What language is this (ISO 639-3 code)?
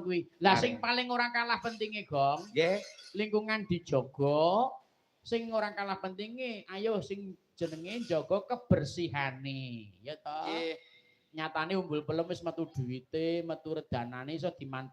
jav